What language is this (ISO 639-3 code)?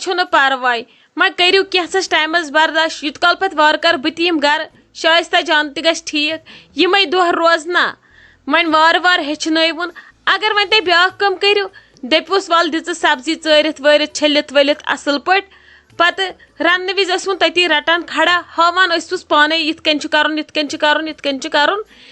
kas